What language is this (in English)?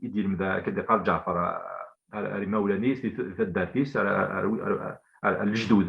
Kabyle